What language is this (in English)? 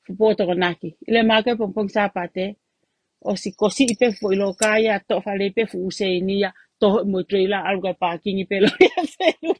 Tongan